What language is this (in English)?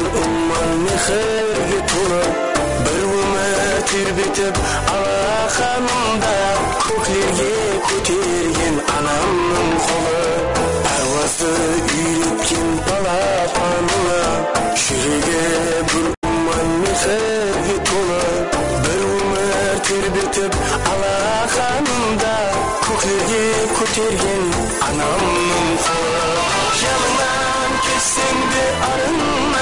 Kara-Kalpak